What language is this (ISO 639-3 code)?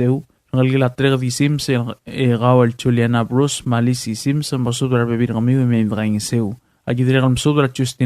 pau